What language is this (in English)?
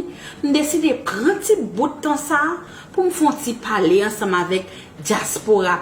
Haitian Creole